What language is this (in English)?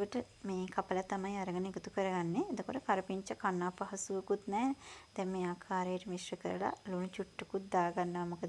Sinhala